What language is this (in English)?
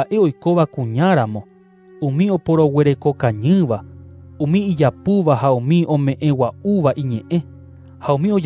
Guarani